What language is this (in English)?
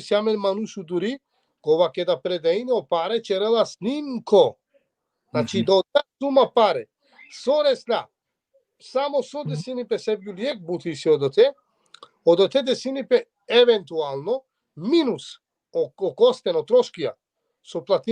Balkan Romani